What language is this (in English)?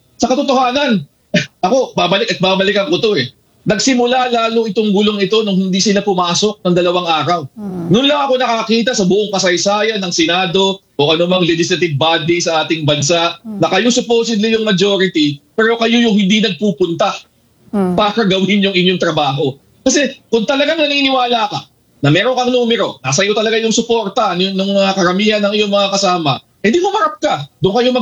Filipino